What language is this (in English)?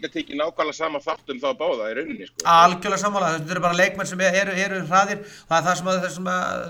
Icelandic